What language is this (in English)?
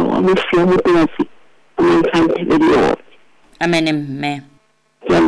Southern Sotho